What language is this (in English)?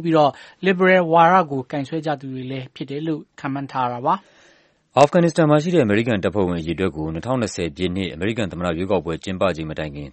Burmese